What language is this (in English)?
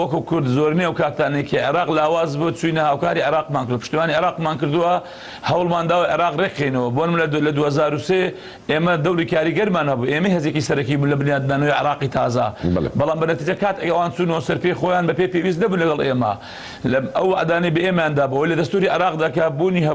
Central Kurdish